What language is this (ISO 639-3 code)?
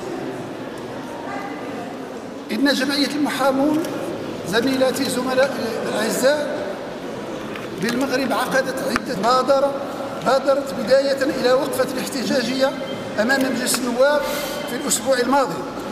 ara